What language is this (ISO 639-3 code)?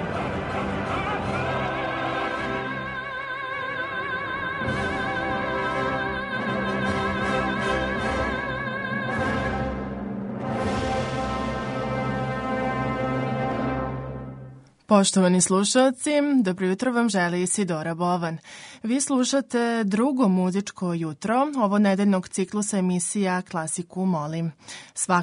srp